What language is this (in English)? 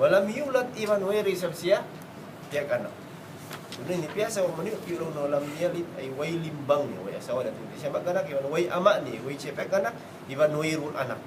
Tausug